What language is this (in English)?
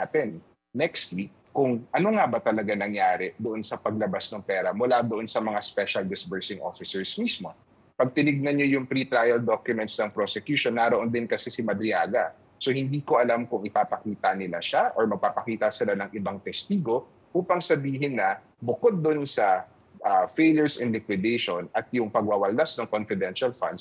Filipino